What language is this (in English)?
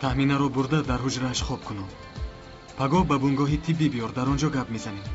Tajik